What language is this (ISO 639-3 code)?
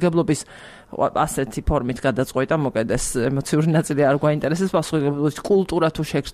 kat